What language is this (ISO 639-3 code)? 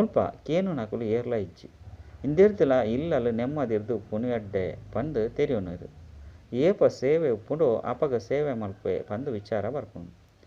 tcy